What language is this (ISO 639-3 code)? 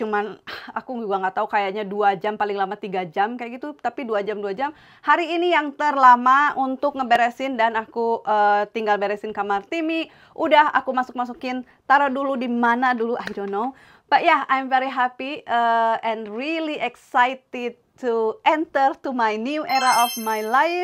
ind